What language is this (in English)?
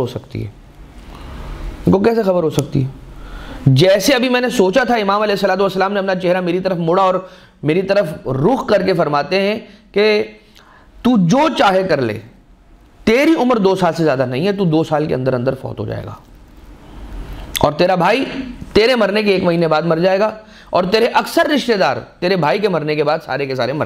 Urdu